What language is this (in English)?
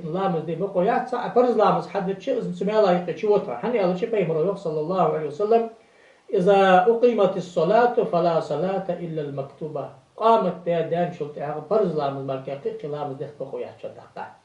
Ingush